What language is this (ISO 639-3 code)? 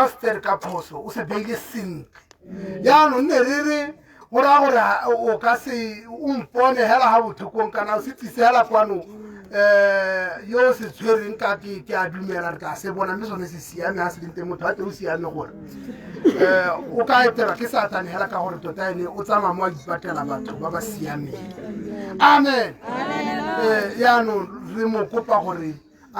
tsn